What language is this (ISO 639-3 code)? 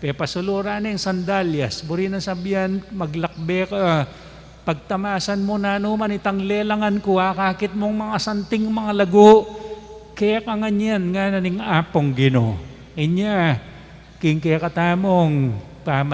pam